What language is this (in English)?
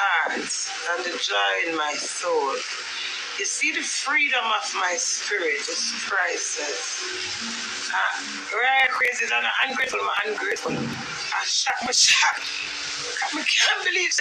Jamaican Creole English